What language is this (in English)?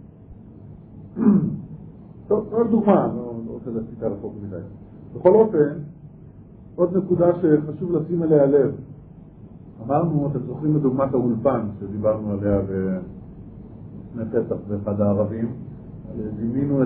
Hebrew